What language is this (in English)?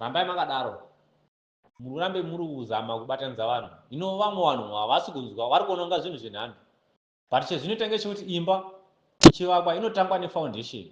Shona